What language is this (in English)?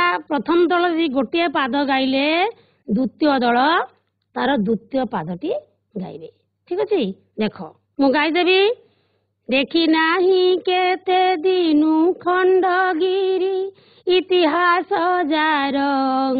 Odia